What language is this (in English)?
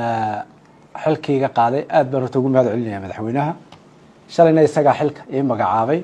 Somali